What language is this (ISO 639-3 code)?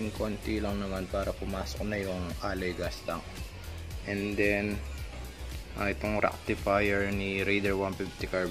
fil